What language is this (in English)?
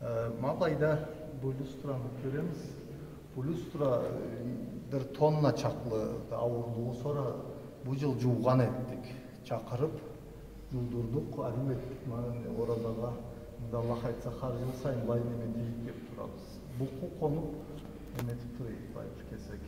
Karachay-Balkar